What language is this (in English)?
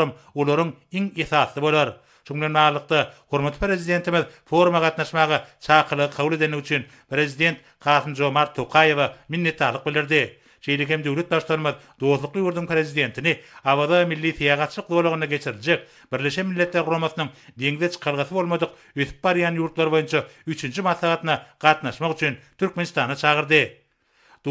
Turkmen